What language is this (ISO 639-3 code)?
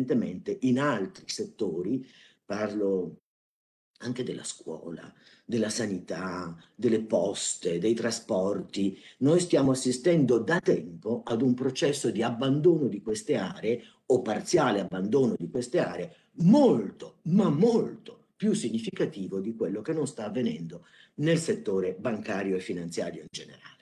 ita